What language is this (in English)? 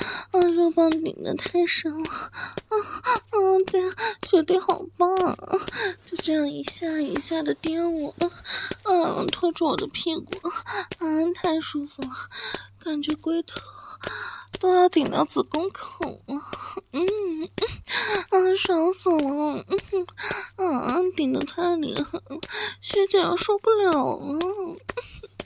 Chinese